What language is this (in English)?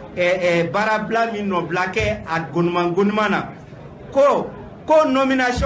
Bambara